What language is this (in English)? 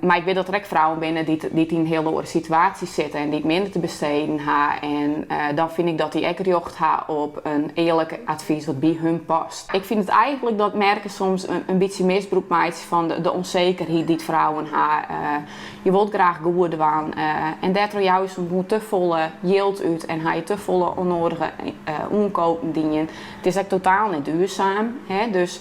Western Frisian